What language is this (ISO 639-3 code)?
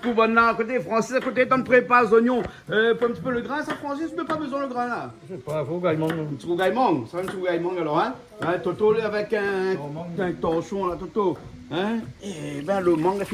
rcf